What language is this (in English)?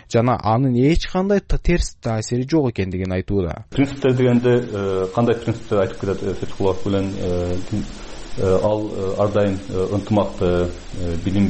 Kyrgyz